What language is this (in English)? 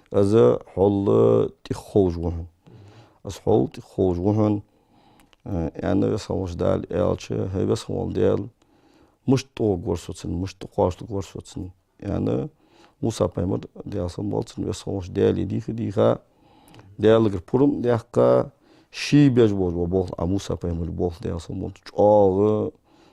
Ingush